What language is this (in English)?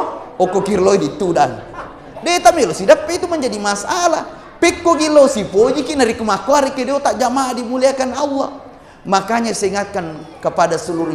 Buginese